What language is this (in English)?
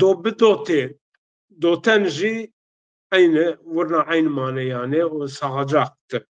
Zaza